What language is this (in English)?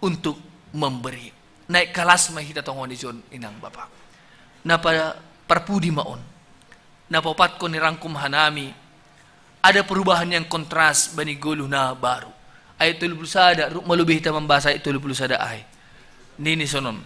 Batak Simalungun